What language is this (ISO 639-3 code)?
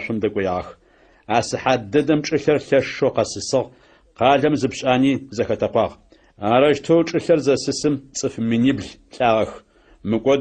ady